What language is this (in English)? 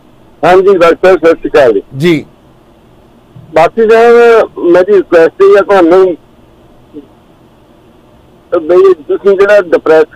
Punjabi